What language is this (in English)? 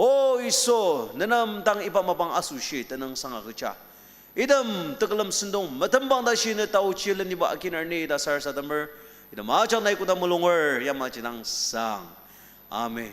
Ao Naga